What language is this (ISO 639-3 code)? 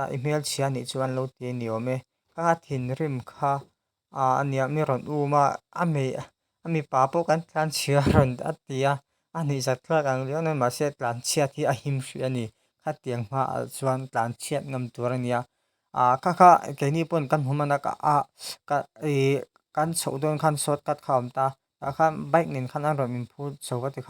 lus